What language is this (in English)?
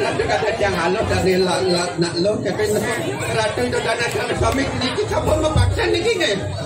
Balinese